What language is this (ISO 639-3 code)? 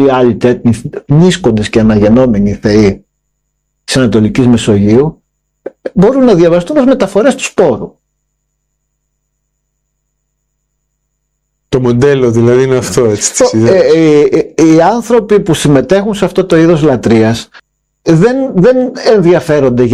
ell